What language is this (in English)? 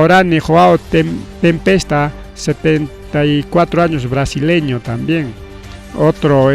Ayacucho Quechua